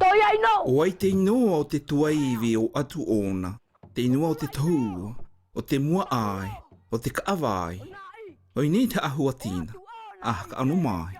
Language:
South Marquesan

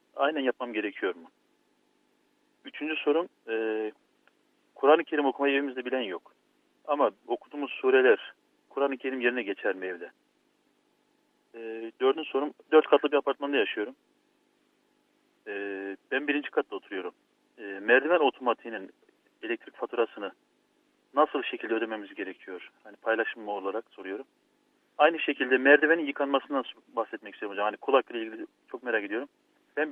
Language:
Turkish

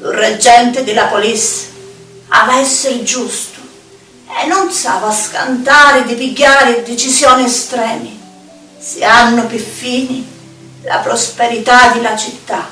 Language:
Sicilian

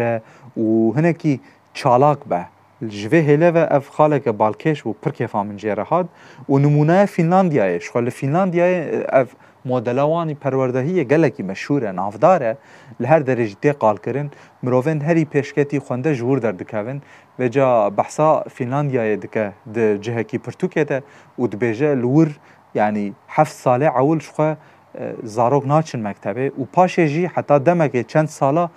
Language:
Kurdish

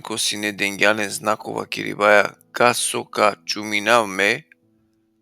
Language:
Balkan Romani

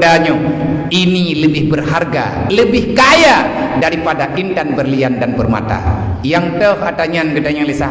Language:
Achinese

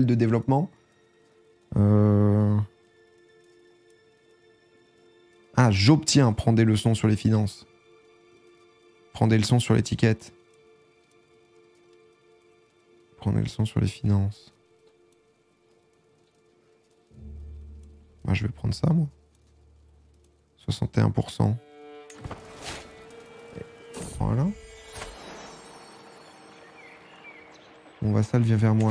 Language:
French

